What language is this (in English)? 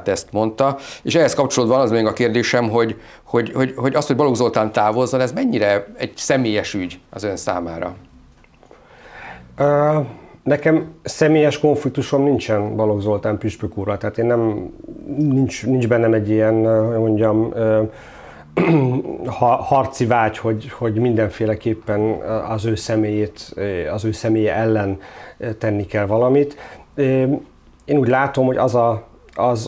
Hungarian